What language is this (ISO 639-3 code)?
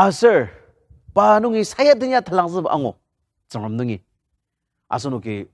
njo